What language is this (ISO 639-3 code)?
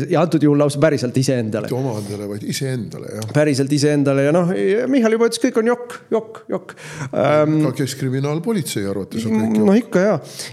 est